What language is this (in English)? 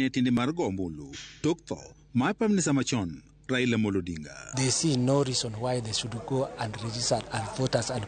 Luo (Kenya and Tanzania)